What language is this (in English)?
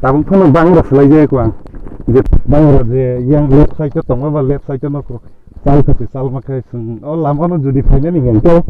Kok Borok